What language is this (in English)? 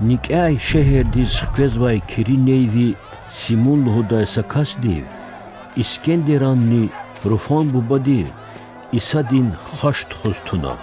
Lezghian